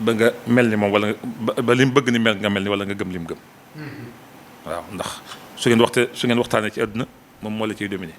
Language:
Wolof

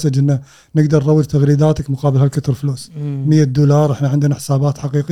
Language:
Gulf Arabic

